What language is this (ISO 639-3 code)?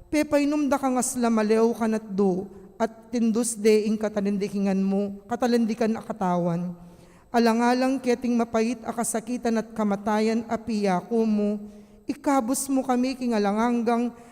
pam